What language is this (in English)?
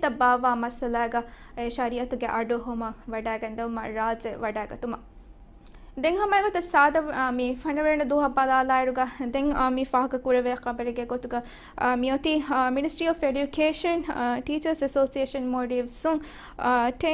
Divehi